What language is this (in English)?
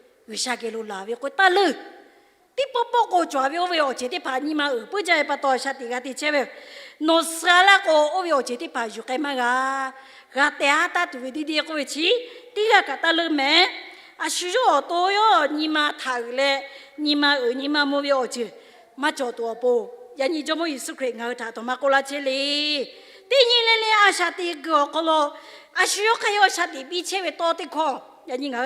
Lahu